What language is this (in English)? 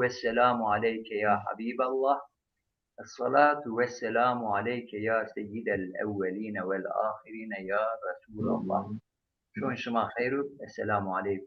Zaza